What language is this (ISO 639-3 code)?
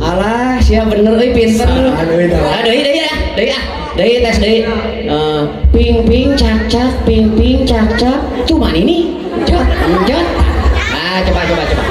sun